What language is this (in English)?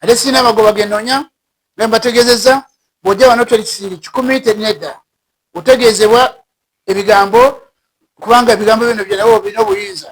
Ganda